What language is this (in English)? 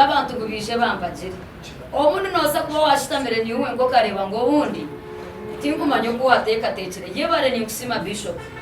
Nyankole